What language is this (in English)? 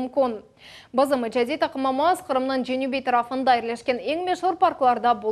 Crimean Tatar